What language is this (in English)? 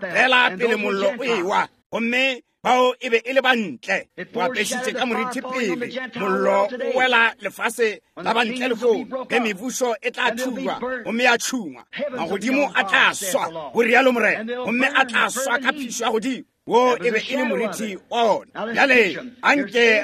Northern Sotho